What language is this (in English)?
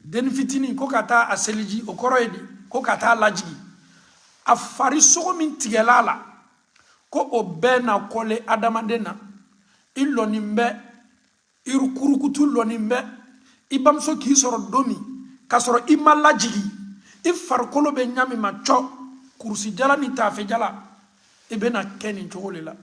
Bambara